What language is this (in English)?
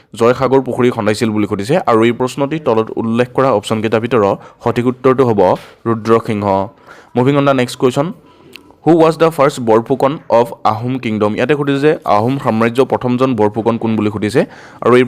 Assamese